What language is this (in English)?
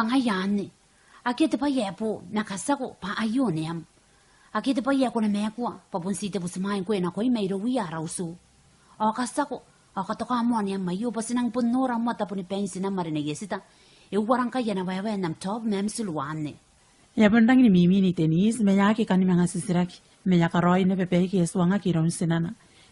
Gilbertese